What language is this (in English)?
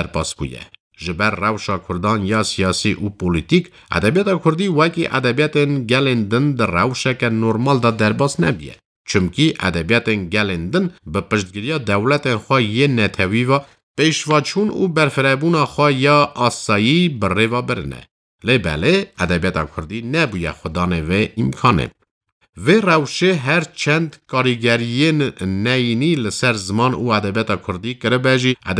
Kurdish